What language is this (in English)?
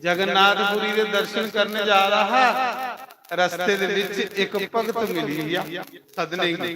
Dogri